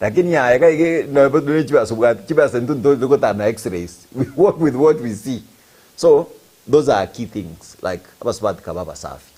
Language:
Gusii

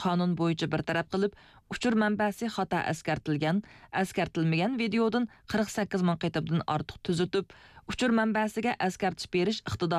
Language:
Uyghur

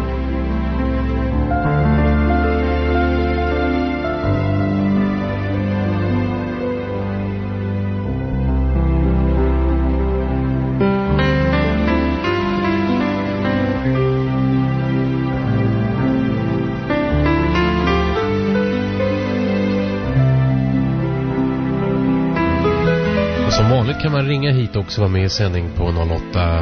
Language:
Swedish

